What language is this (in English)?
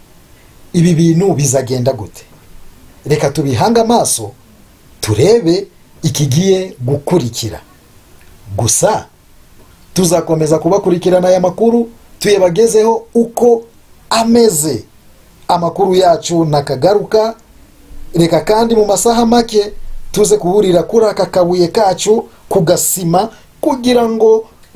Kinyarwanda